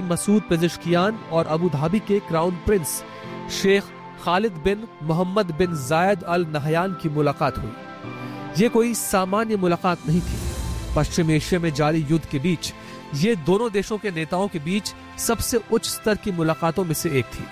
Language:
Hindi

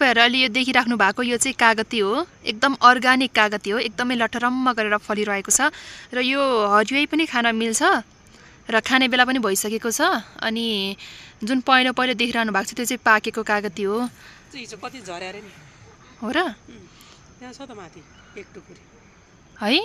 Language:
Nepali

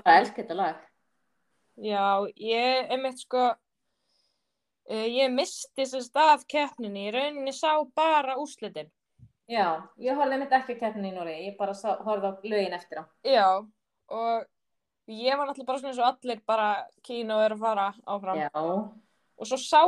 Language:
Icelandic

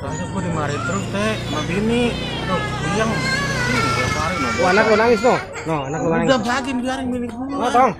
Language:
Betawi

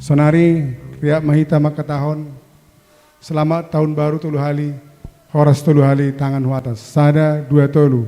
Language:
Batak Simalungun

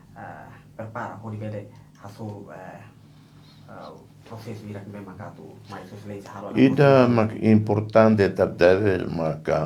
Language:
Tetum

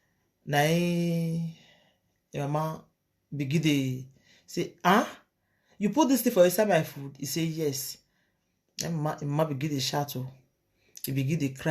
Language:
Nigerian Pidgin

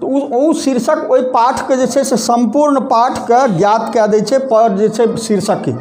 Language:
Maithili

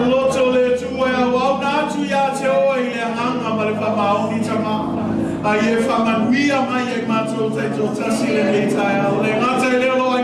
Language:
Samoan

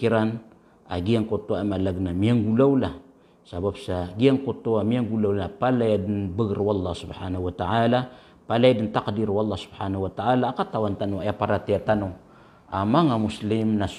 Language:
Maranao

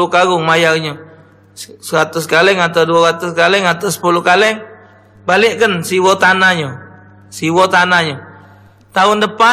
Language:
Musi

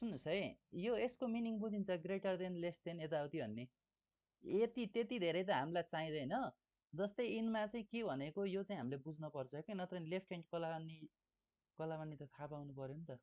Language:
Nepali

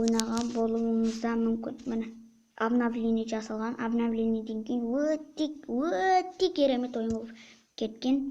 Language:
Kazakh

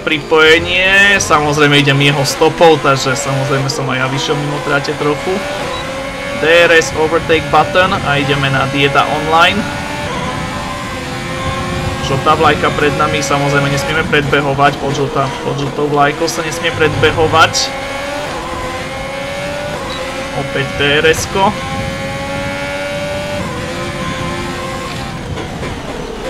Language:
Slovak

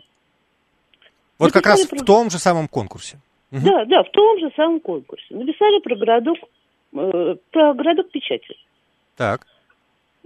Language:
Russian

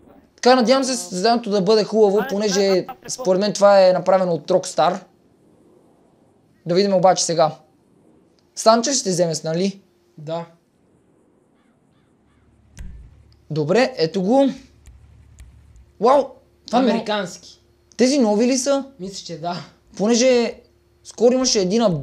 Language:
Bulgarian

